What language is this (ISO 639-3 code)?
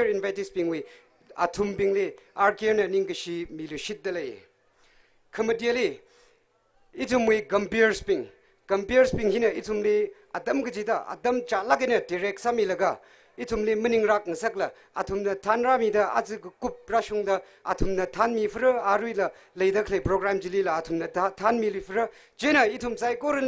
nmf